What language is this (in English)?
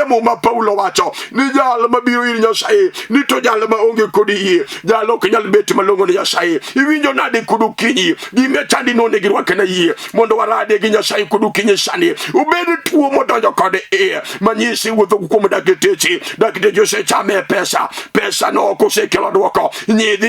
Luo (Kenya and Tanzania)